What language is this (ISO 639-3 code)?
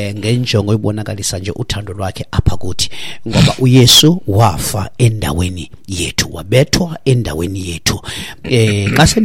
xho